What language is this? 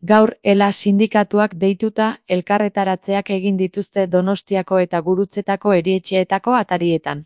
Basque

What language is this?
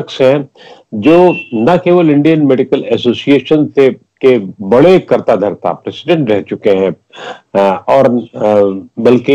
Hindi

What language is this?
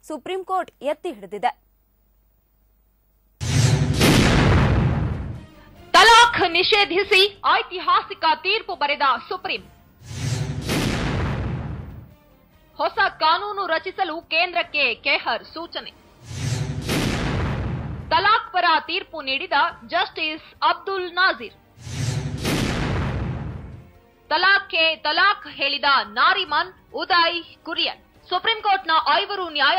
Kannada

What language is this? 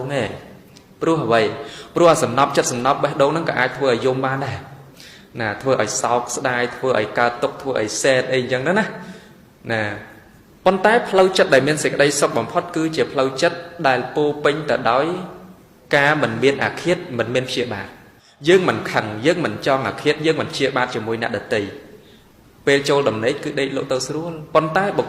Khmer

